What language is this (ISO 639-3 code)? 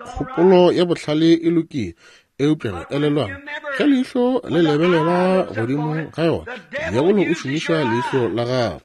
nso